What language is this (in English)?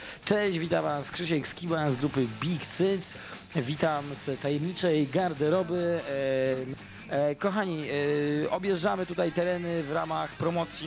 Polish